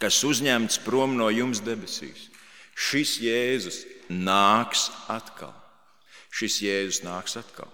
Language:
Latvian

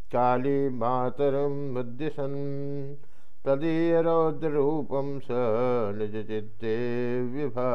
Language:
Sanskrit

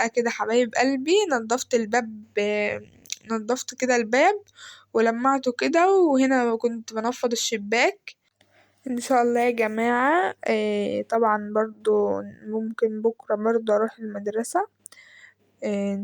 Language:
Egyptian Arabic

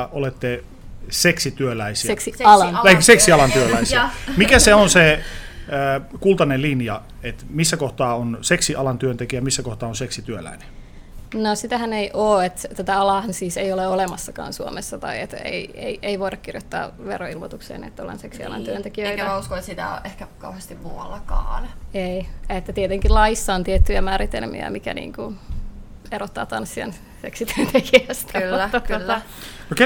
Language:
Finnish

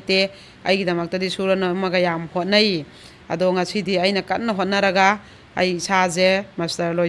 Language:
Manipuri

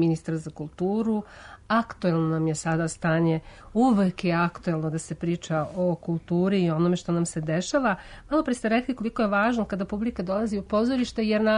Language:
Serbian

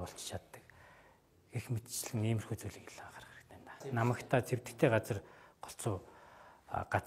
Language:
Mongolian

